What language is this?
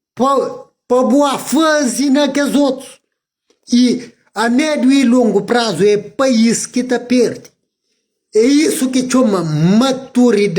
Kabuverdianu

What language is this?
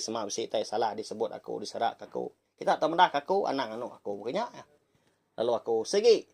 Iban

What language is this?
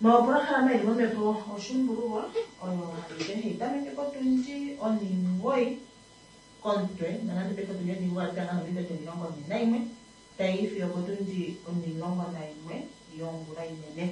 Kuanyama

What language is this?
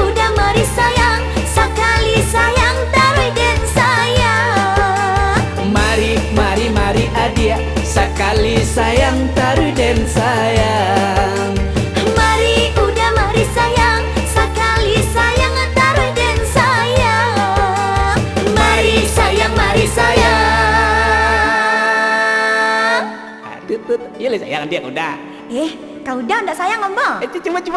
Minangkabau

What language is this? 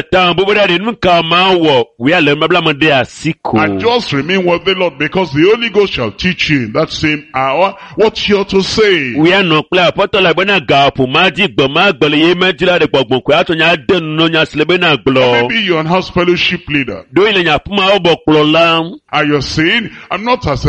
Ewe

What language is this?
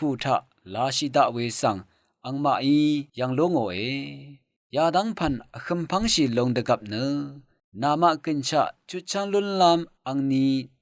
Rawang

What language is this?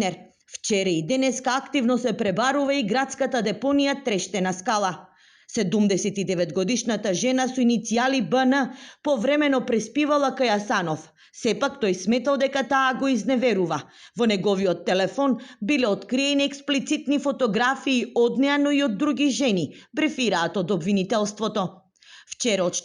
Macedonian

